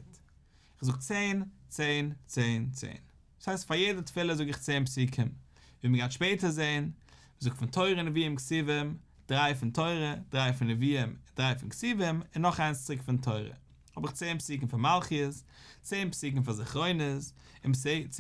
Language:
Yiddish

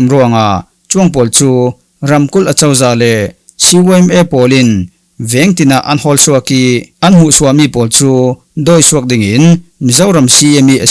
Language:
Falam Chin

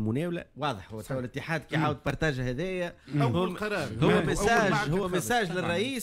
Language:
Tunisian Arabic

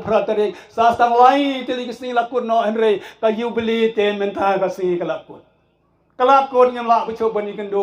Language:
Khasi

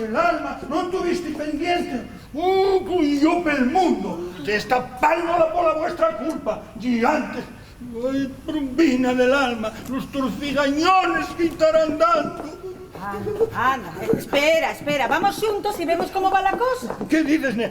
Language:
Asturian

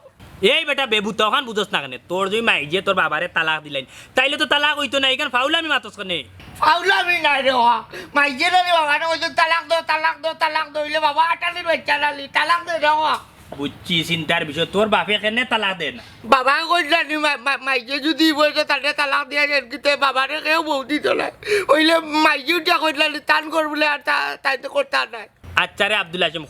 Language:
Sylheti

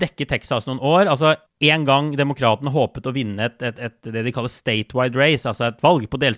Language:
Norwegian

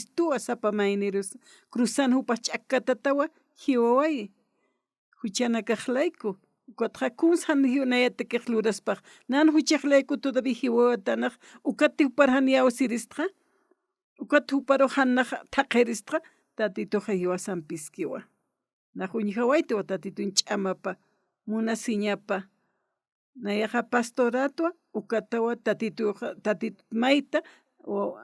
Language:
Aymara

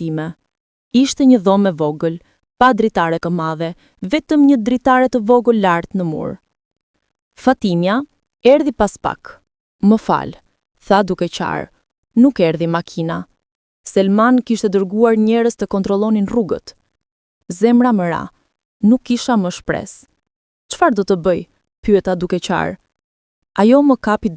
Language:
Albanian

